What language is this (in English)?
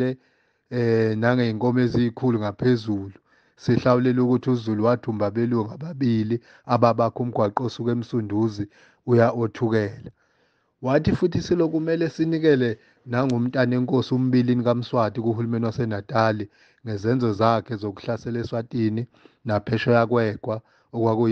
Zulu